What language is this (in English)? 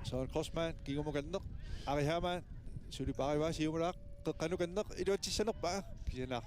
Kalaallisut